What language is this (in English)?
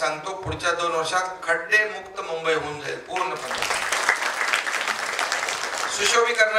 Marathi